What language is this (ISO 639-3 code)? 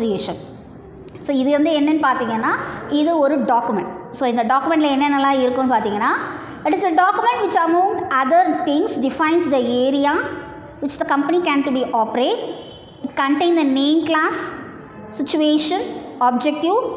tam